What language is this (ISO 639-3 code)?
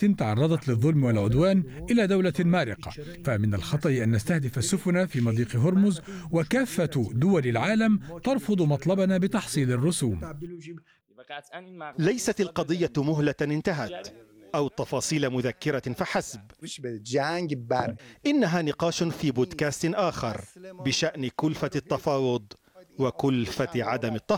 ara